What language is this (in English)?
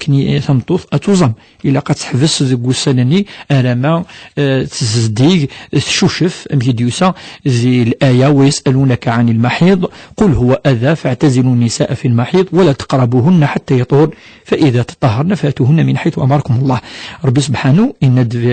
Kabyle